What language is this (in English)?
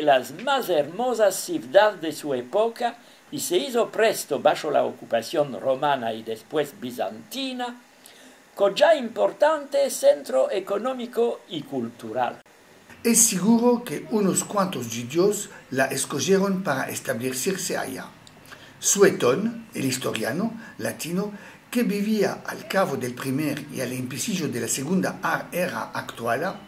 Ladino